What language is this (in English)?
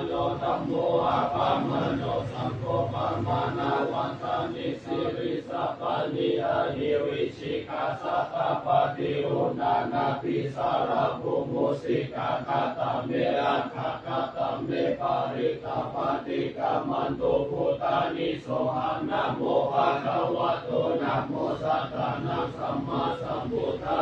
Pali